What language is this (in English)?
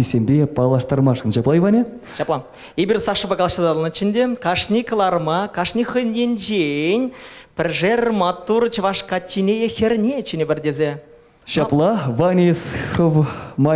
Chuvash